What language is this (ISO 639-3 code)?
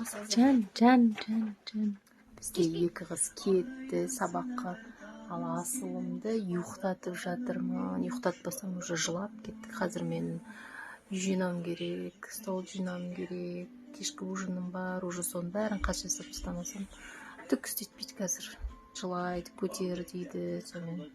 kaz